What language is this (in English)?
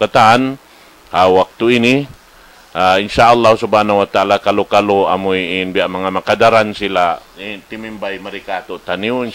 Tausug